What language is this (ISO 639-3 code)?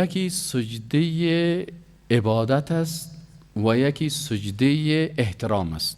fas